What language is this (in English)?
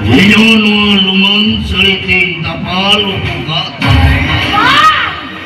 Santali